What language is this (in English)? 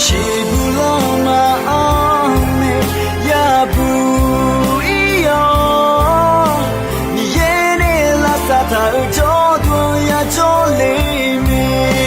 Akha